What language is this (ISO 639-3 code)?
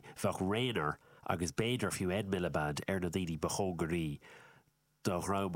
gle